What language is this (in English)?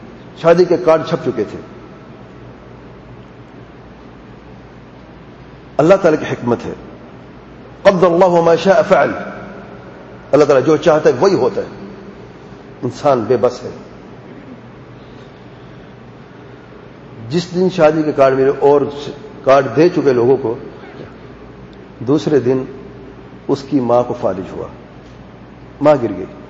Urdu